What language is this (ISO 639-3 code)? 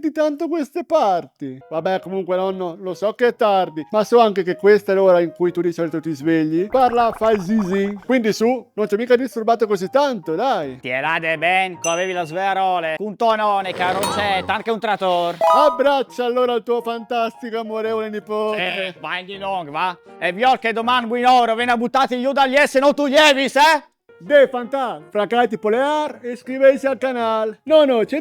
fur